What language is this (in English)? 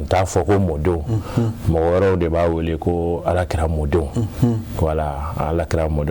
Bambara